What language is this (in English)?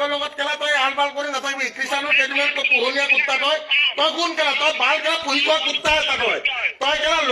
Assamese